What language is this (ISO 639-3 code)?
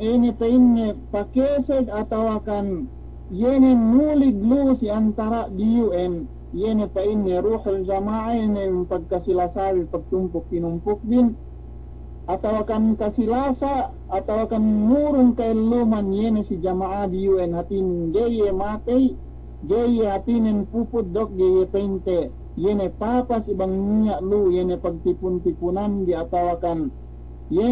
yka